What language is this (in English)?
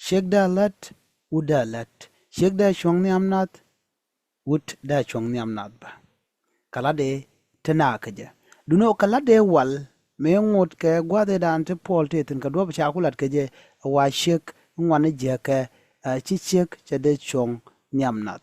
Nuer